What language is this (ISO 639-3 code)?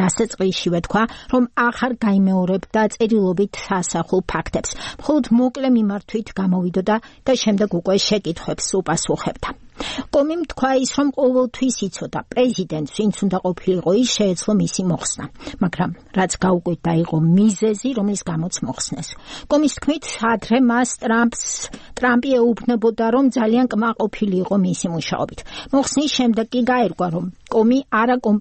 kat